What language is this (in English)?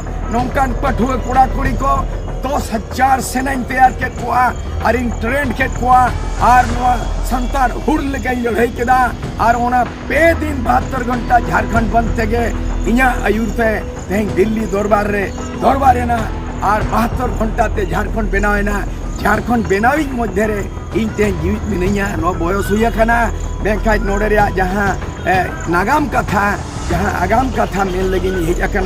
Santali